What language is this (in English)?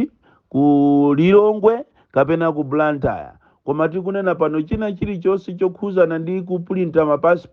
Nyanja